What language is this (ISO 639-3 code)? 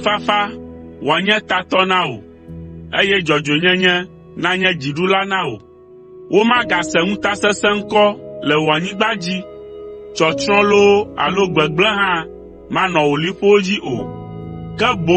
ewe